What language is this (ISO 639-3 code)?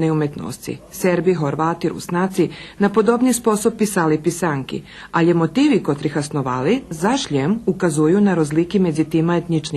rue